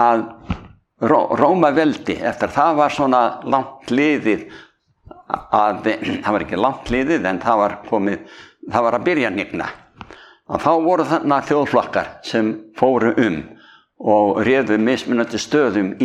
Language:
Icelandic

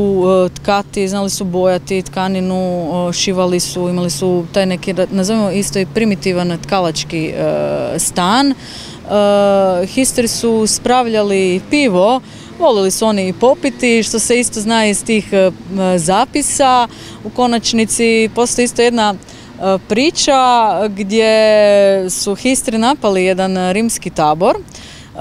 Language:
Croatian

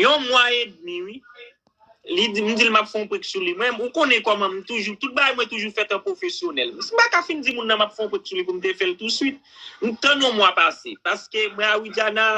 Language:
Haitian Creole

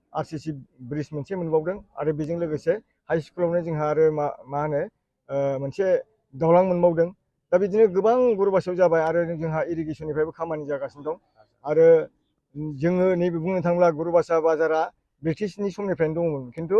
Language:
Bodo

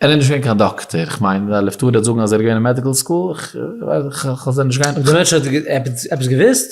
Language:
Yiddish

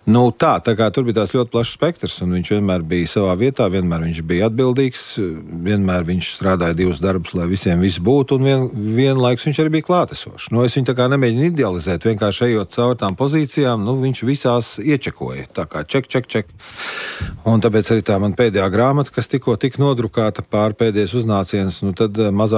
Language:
Latvian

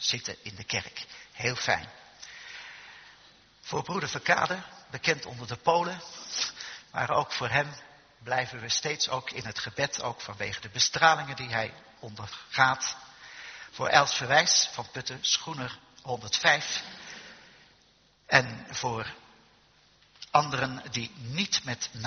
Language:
Dutch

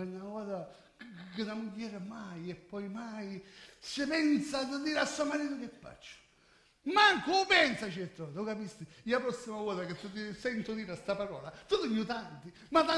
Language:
Sicilian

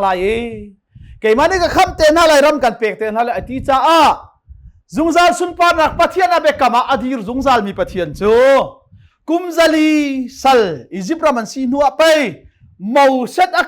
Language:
Hakha Chin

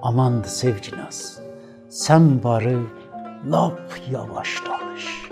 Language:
South Azerbaijani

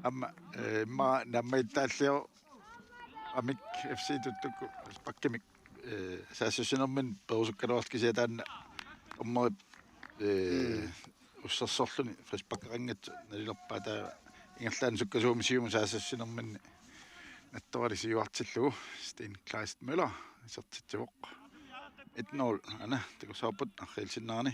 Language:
Kalaallisut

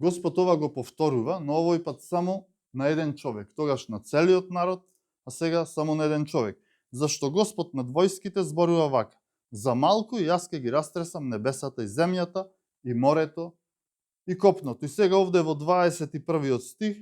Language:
Macedonian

